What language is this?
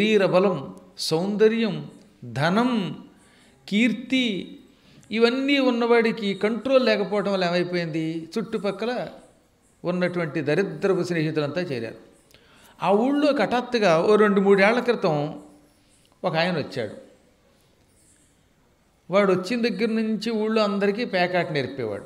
Telugu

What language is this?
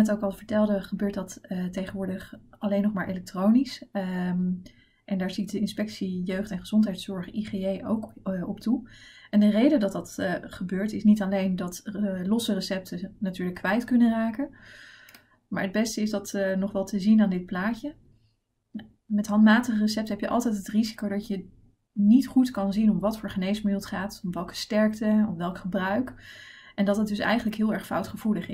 Dutch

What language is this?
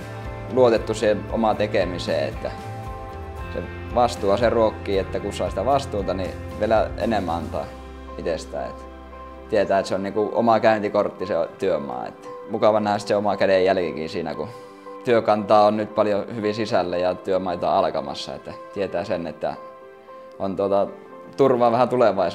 Finnish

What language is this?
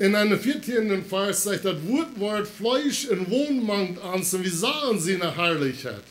Plautdietsch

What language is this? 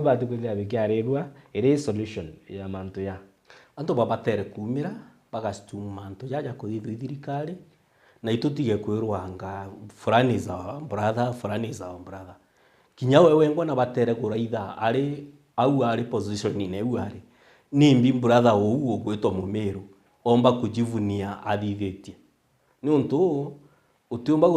Meru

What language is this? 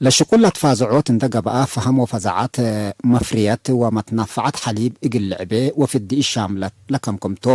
Tigre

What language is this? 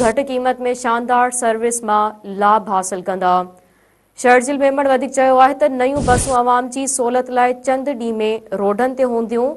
Sindhi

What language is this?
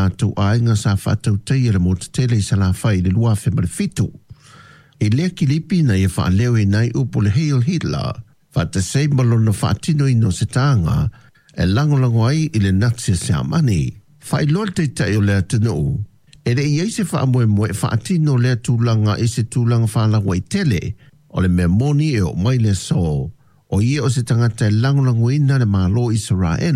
Samoan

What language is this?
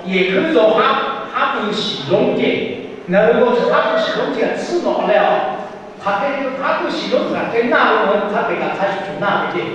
Lahu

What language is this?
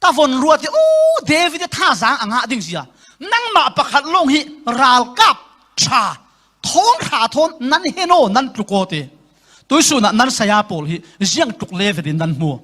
Falam Chin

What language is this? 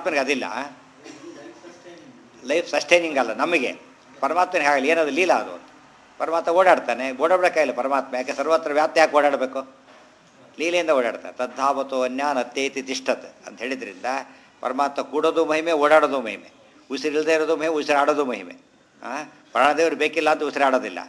Kannada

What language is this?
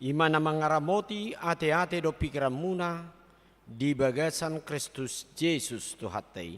Batak Toba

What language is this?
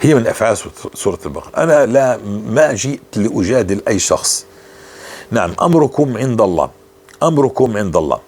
North Levantine Arabic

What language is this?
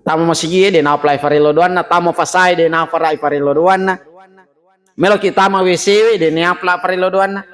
Buginese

